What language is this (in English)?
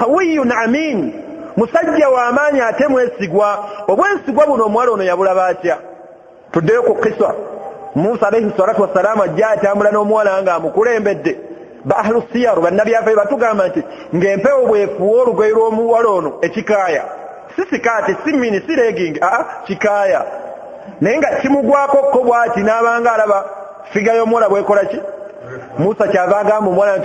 Ganda